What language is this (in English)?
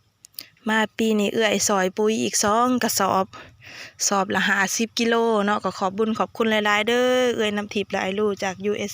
Lao